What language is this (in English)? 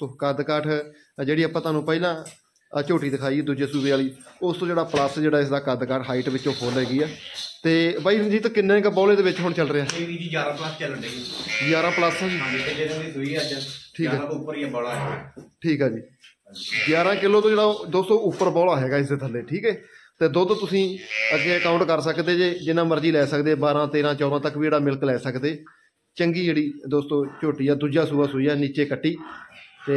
Punjabi